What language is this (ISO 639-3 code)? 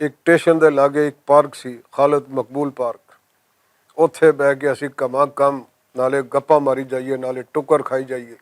lah